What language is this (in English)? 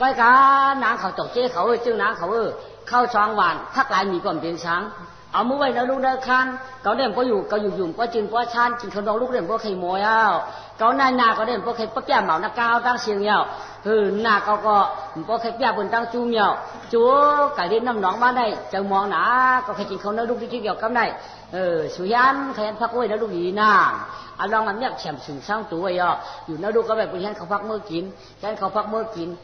Shan